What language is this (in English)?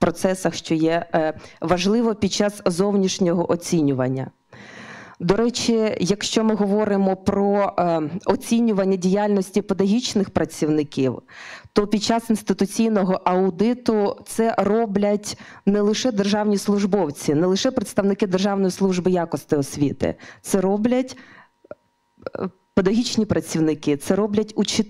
Ukrainian